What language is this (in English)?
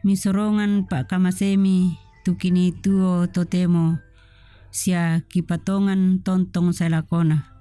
Toraja-Sa'dan